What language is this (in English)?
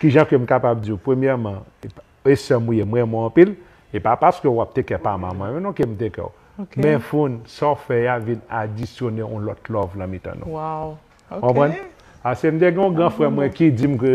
Haitian Creole